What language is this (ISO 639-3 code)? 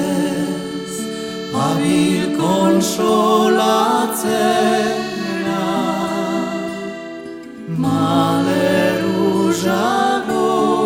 eus